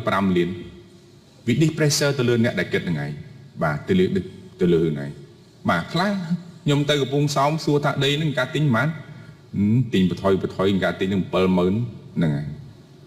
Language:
Khmer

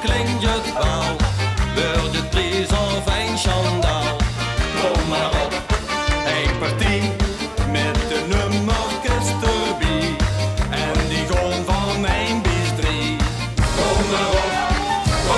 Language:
Limburgish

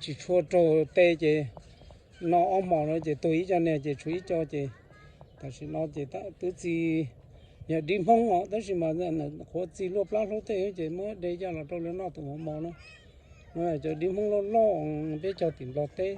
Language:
Hmong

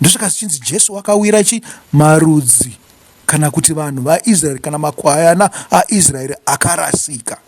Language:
Shona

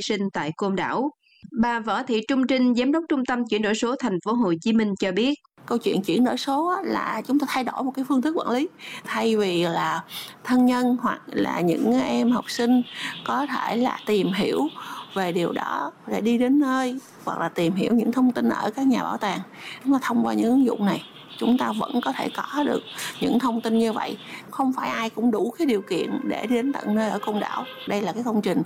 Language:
Vietnamese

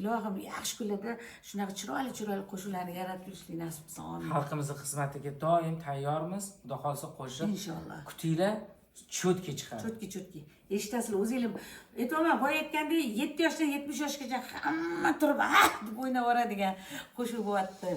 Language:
Uzbek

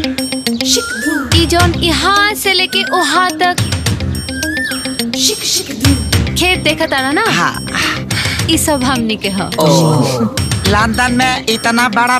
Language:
Bhojpuri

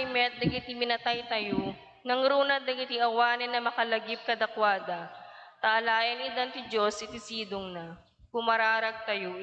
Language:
Iloko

